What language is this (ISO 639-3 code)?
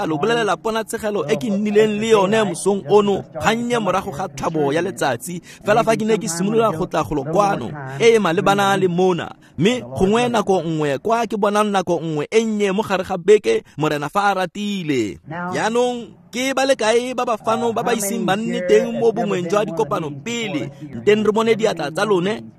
tsn